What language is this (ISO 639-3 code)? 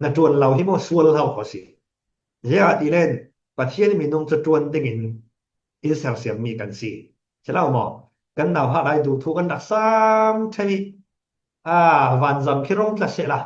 cfm